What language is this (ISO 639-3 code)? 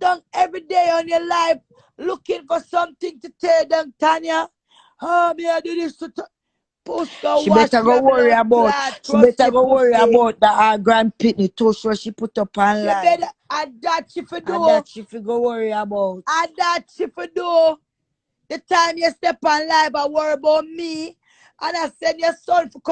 jam